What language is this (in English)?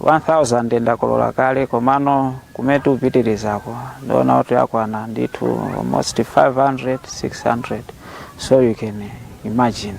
Nyanja